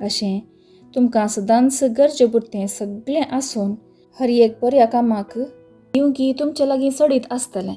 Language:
Konkani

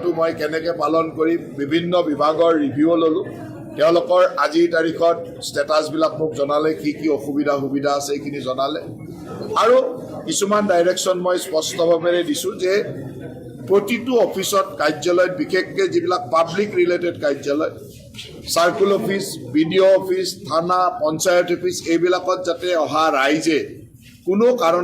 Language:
Assamese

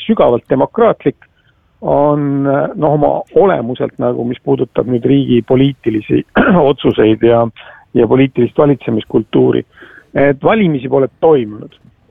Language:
Estonian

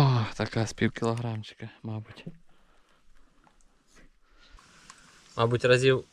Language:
Ukrainian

